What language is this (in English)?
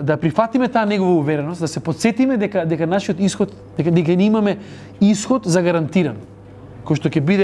Macedonian